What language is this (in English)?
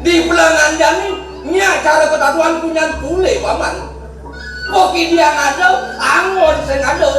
Balinese